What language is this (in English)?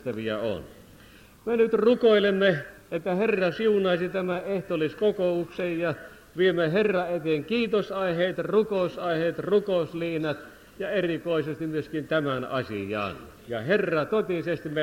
Finnish